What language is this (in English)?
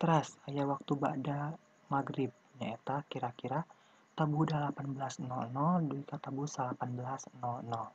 Sundanese